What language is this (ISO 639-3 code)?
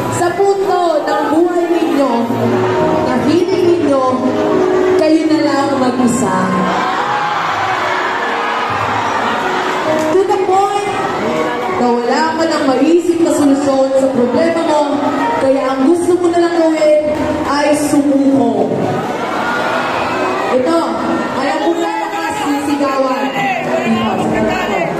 fil